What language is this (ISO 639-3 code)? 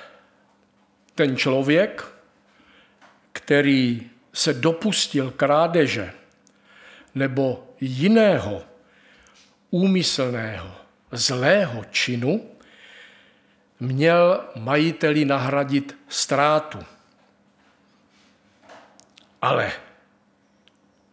ces